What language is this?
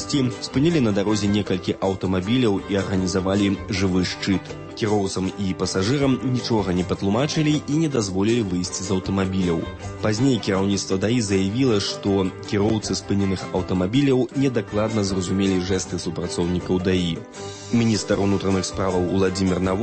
Belarusian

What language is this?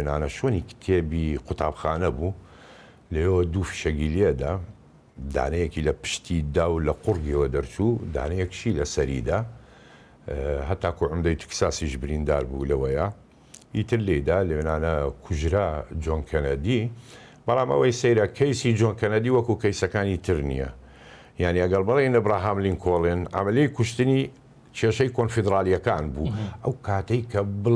Central Kurdish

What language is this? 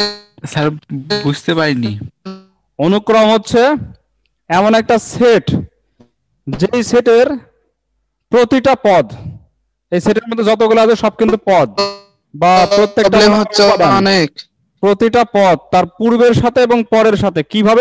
Bangla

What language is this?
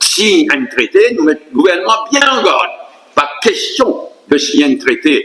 Morisyen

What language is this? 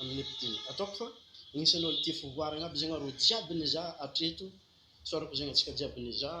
Malagasy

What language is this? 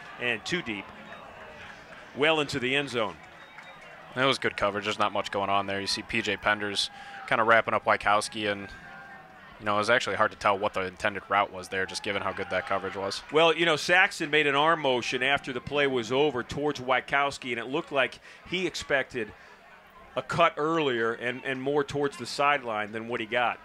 English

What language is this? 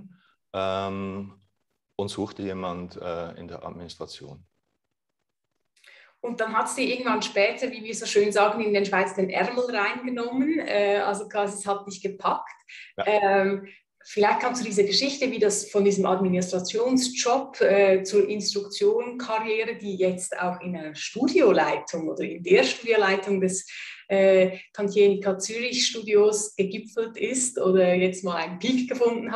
German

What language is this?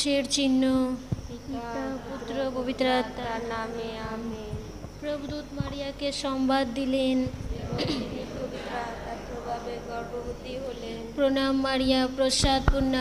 Bangla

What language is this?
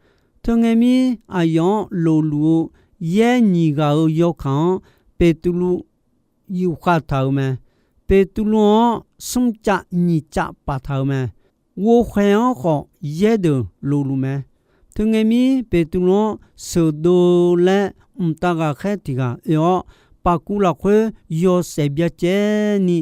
Akha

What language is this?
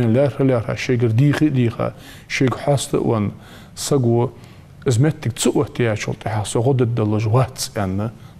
Ingush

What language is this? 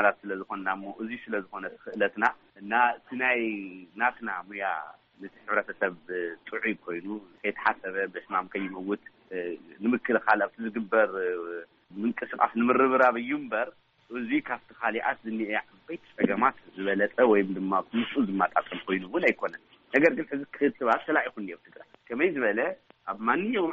Tigrinya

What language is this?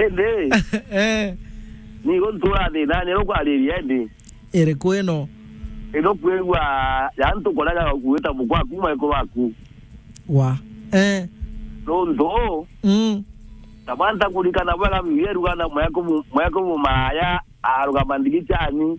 Meru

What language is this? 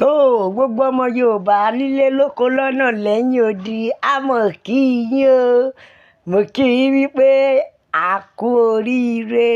Yoruba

